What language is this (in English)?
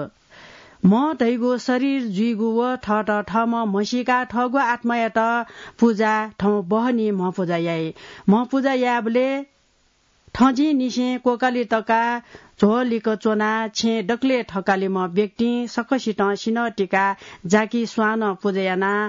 Newari